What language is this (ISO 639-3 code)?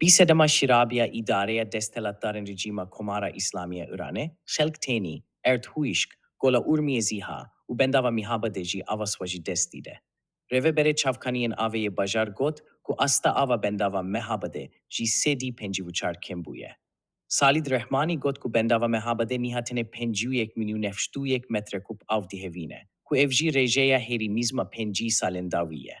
kur